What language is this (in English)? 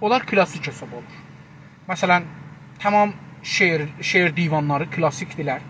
South Azerbaijani